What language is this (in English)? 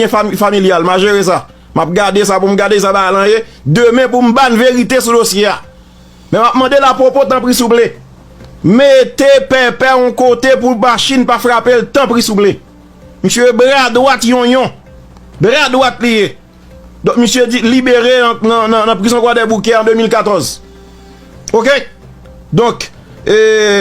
Haitian Creole